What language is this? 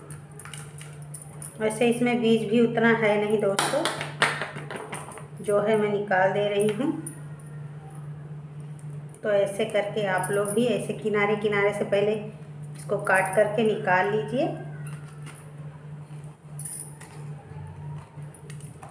Hindi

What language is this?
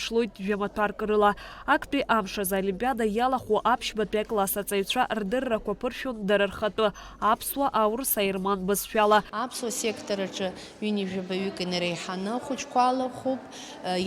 Abkhazian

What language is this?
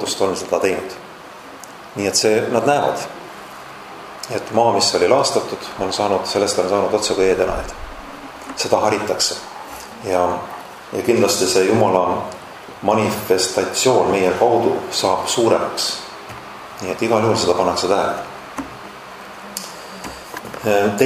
Estonian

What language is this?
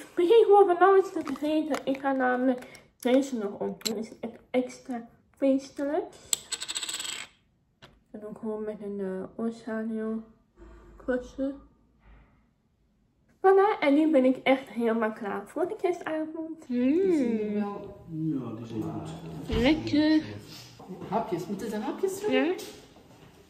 Dutch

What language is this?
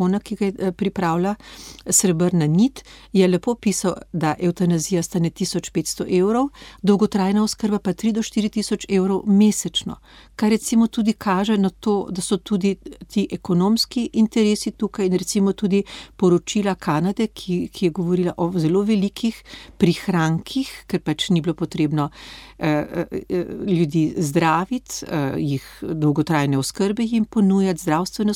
Slovenian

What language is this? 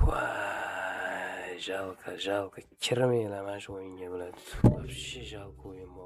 Uzbek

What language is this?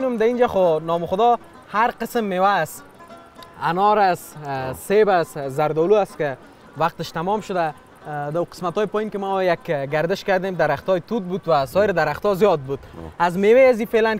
Persian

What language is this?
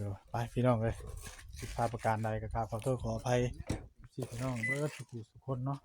Northeastern Thai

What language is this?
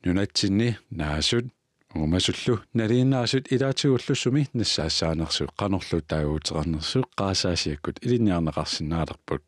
Kalaallisut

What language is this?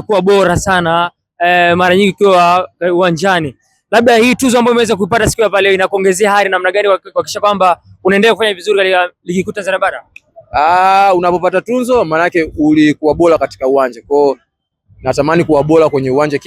Swahili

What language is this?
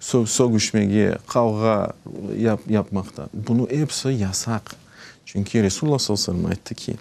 Crimean Tatar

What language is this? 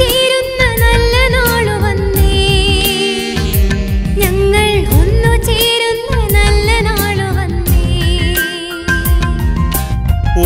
Malayalam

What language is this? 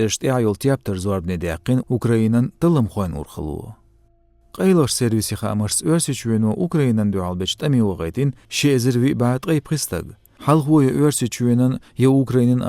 Chechen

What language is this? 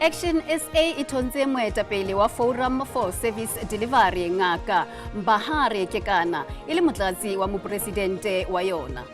Southern Sotho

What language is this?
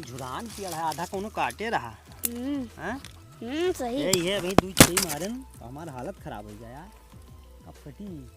Awadhi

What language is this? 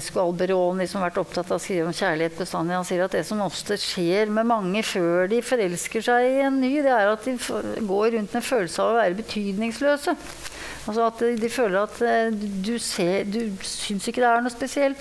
Norwegian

